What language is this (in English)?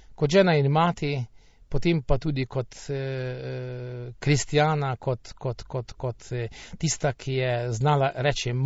Slovenian